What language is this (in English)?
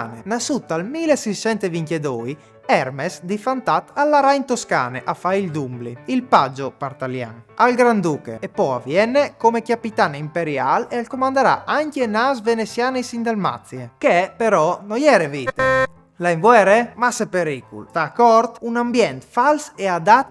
Friulian